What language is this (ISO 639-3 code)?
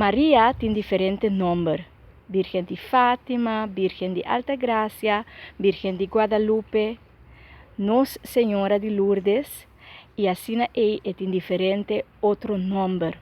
pap